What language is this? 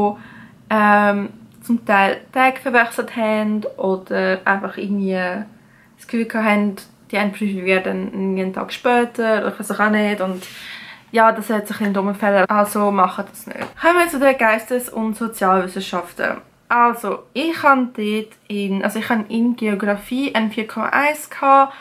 Swiss German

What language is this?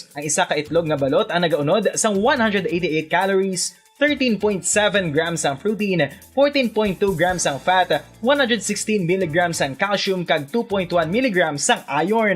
Hiligaynon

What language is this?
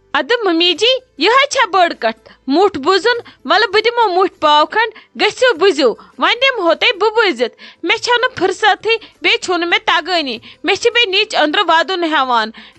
Kashmiri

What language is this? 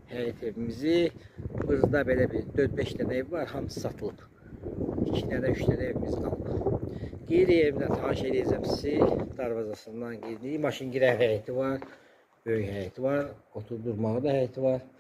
Azerbaijani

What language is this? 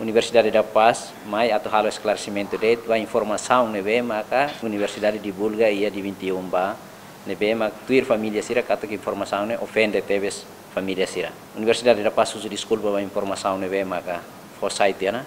Tetum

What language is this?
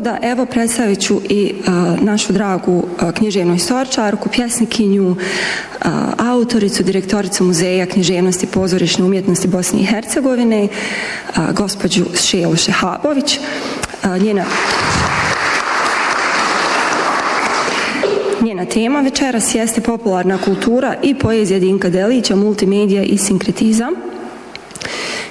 Bosnian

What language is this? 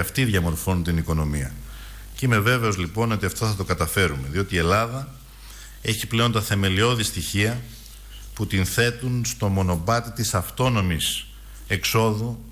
Greek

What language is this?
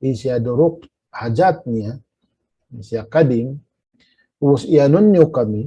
Tausug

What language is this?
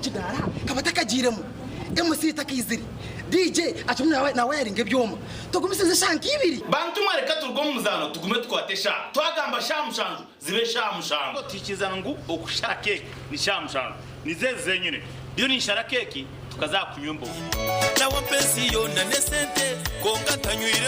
Nyankole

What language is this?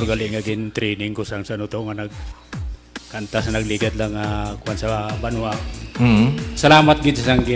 Hiligaynon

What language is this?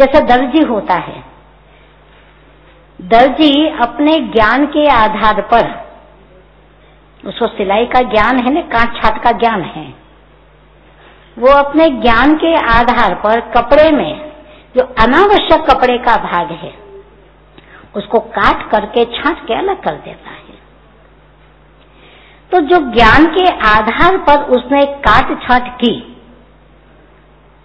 Hindi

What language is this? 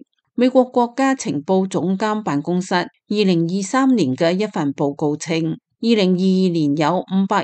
Cantonese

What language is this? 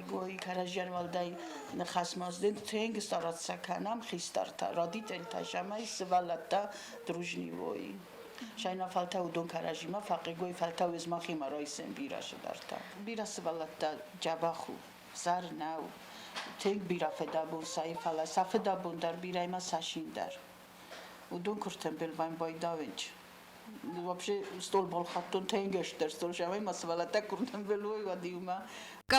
Ossetic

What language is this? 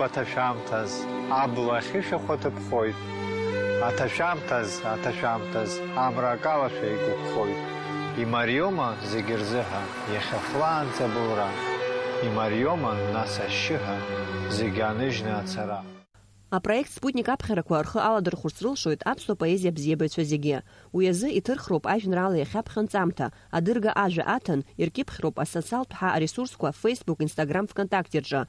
Abkhazian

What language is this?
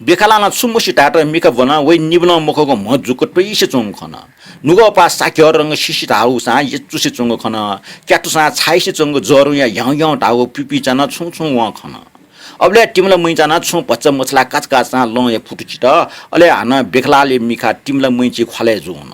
Newari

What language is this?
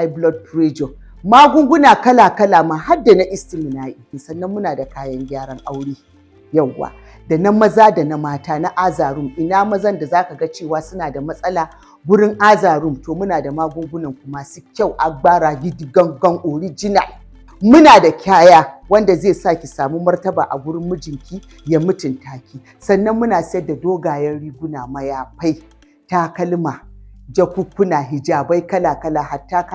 Hausa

